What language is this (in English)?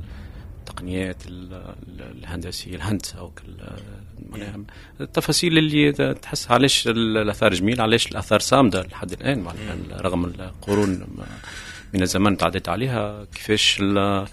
Tunisian Arabic